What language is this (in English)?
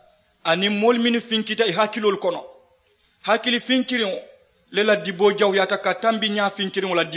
Mandingo